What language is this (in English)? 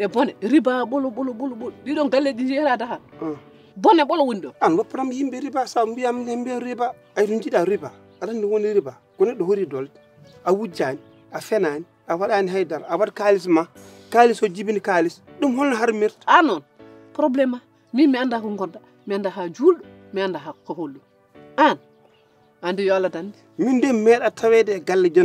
Fula